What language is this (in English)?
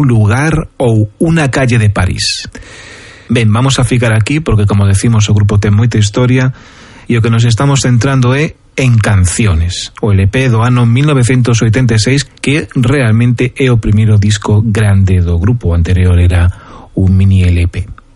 Galician